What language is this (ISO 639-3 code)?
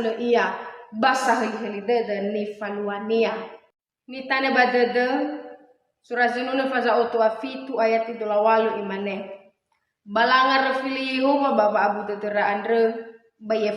nia